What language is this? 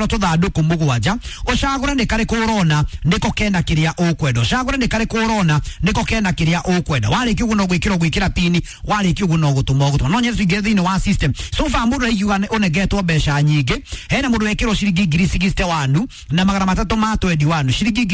Kikuyu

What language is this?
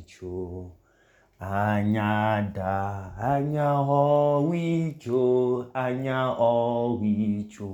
Idoma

